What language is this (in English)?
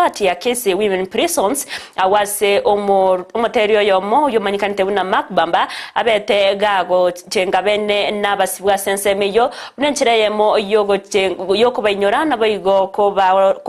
Gusii